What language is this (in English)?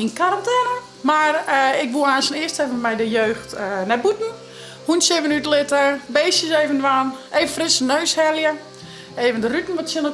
Western Frisian